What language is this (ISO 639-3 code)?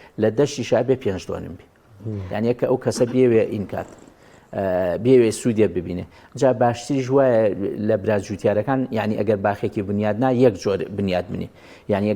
ckb